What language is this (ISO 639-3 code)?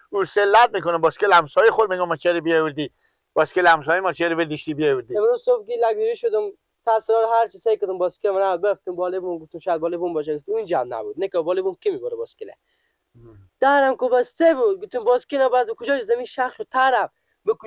fas